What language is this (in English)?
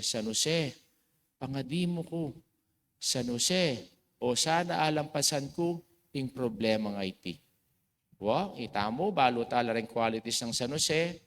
Pampanga